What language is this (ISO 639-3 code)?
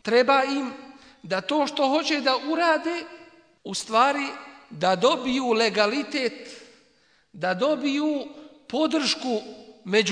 bos